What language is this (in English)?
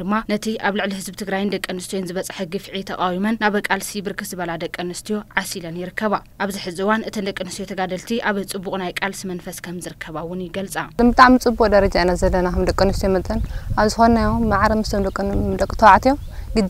Tigrinya